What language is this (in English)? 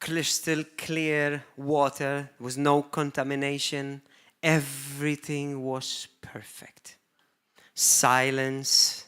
English